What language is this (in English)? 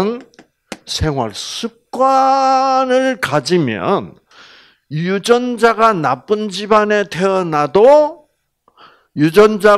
Korean